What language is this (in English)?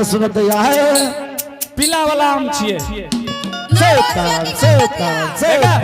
Angika